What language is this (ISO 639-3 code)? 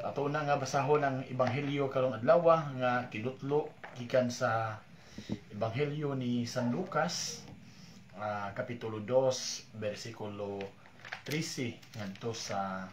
ceb